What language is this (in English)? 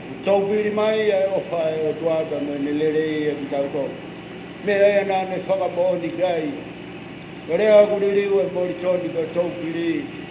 Tongan